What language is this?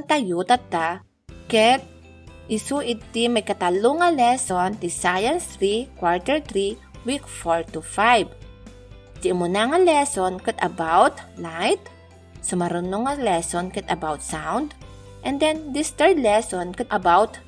Iloko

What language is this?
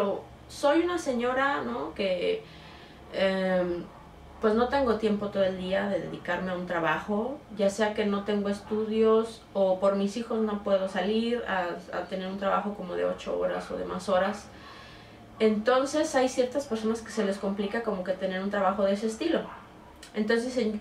Spanish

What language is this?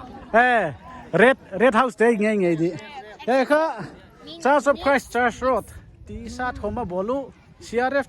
Paite Chin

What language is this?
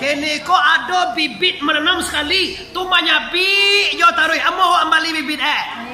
Minangkabau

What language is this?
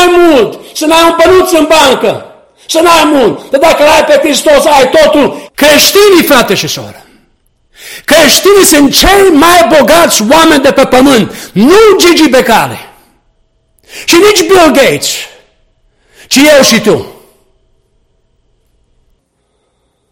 Romanian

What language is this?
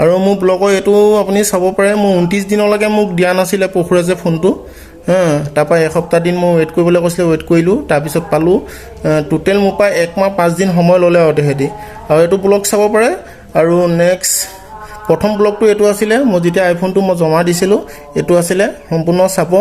Assamese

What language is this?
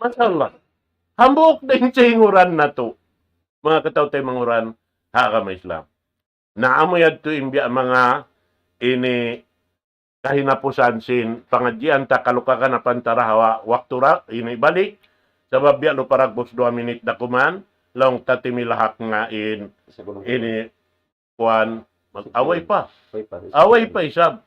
Tausug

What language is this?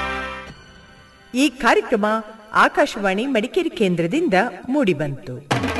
Kannada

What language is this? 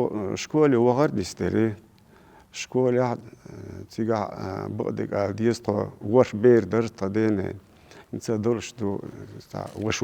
Chechen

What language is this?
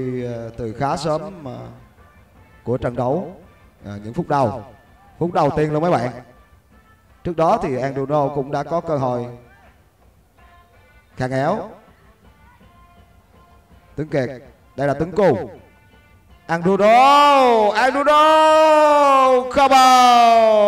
Vietnamese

